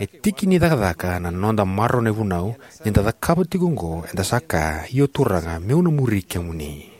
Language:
Fijian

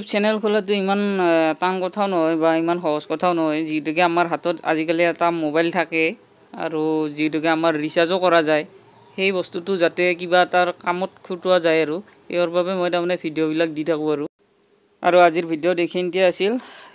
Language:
Assamese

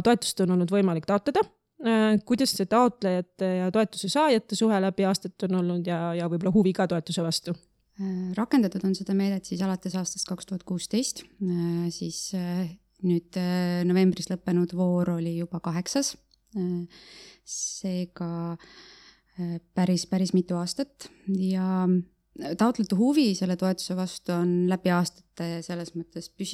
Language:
Estonian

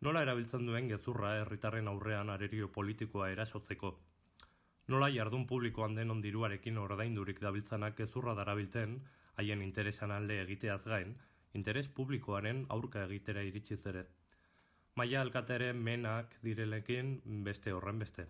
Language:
Basque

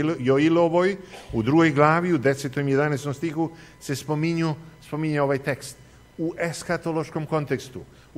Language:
Serbian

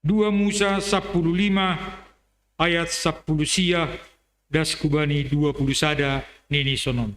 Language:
Batak Simalungun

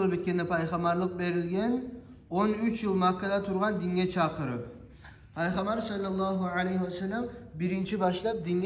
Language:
Kumyk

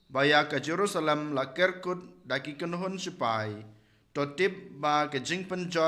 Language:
Khasi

